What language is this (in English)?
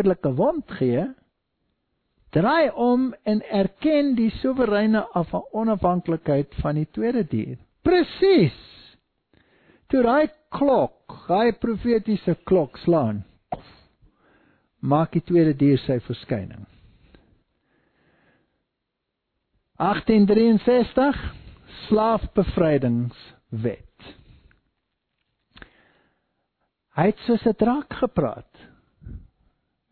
Afrikaans